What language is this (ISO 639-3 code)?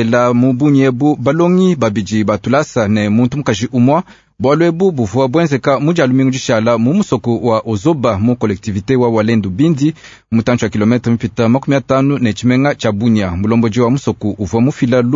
lua